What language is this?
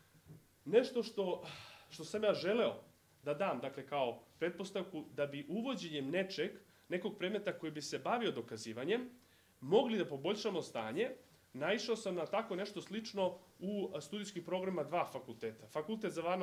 Serbian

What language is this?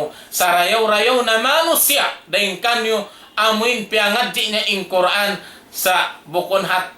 Tausug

